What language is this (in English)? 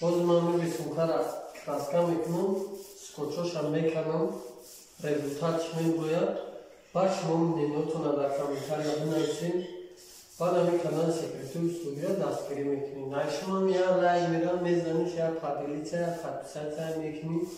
Tajik